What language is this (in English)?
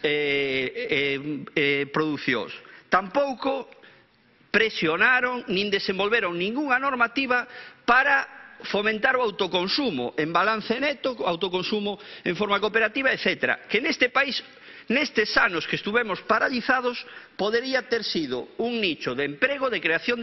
Galician